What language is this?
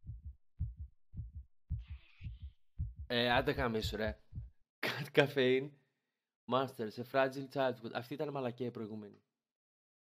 Greek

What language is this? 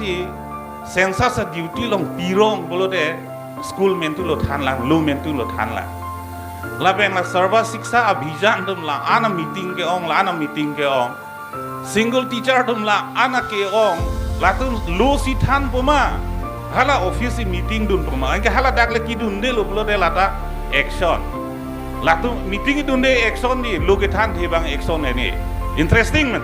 Karbi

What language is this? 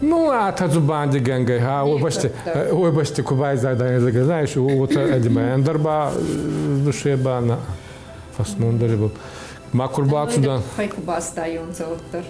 Ossetic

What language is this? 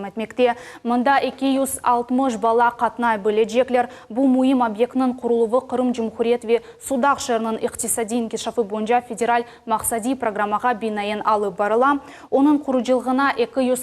Crimean Tatar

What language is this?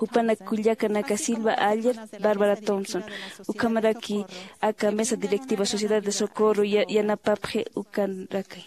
Aymara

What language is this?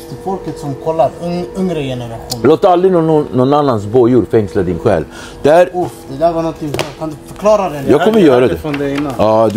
Swedish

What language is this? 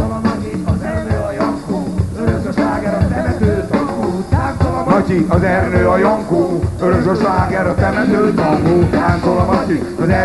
Hungarian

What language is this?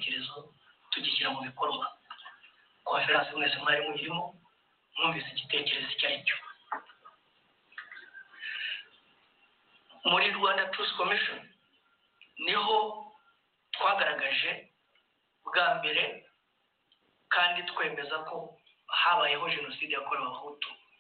Kinyarwanda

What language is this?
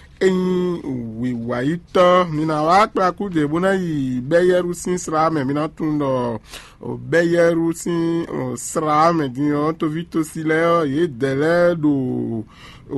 Fon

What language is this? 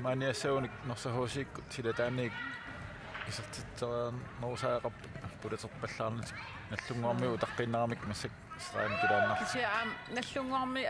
Kalaallisut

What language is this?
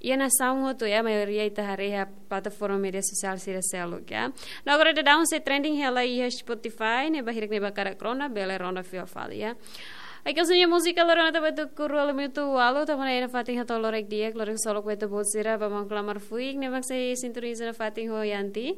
Tetum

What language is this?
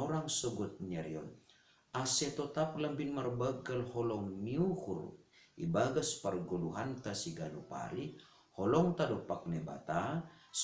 Batak Simalungun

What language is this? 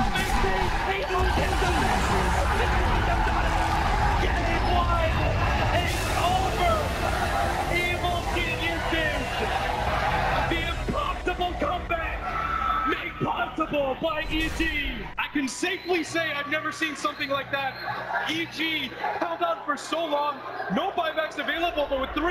English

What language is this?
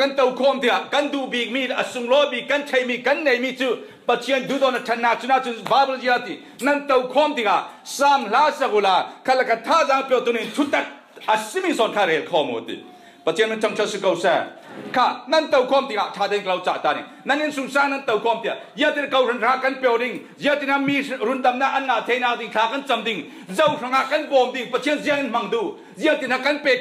Falam Chin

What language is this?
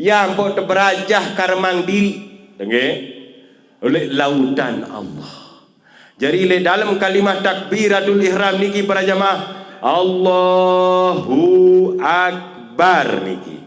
Sasak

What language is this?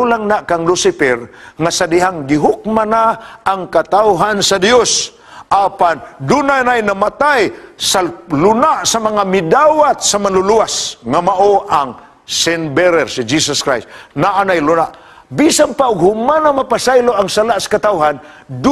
Cebuano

